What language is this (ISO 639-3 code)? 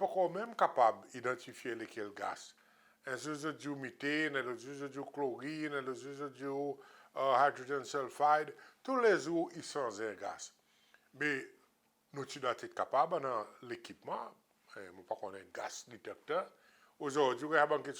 crs